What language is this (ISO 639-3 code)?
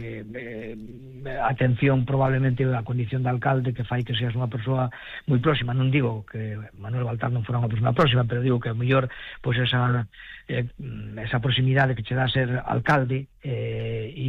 glg